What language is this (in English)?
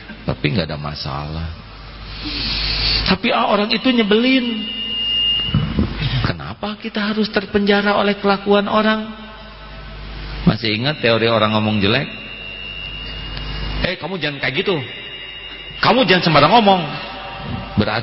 Indonesian